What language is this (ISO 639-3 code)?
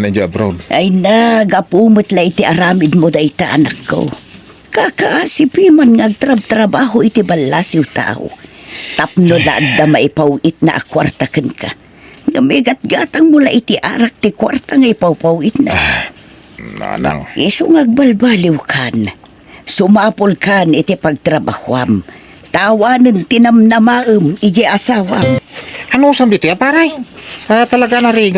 ilo